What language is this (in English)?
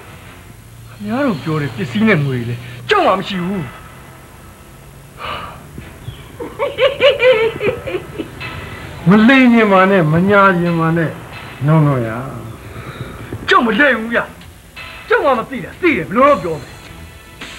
Burmese